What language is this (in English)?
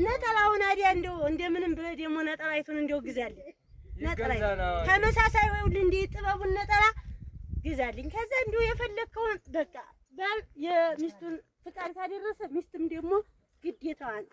Amharic